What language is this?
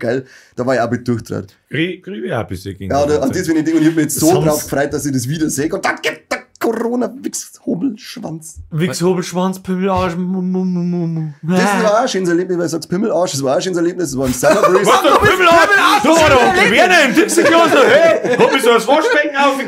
Bavarian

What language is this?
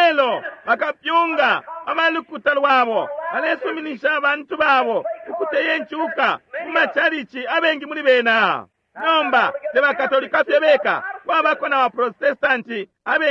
Bemba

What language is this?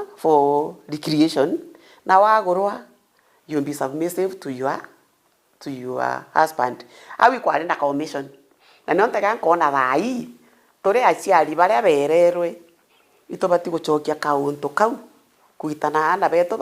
Meru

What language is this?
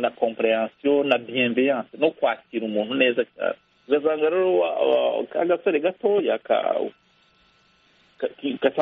Kinyarwanda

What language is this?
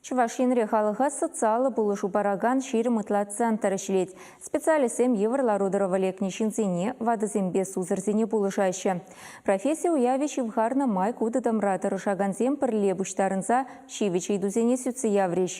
Chuvash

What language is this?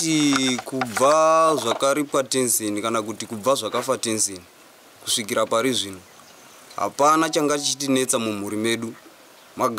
Shona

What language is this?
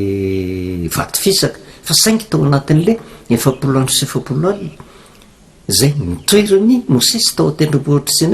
Malagasy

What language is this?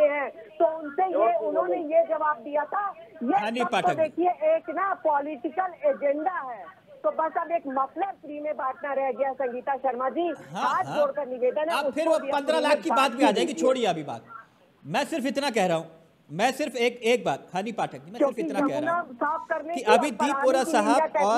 Hindi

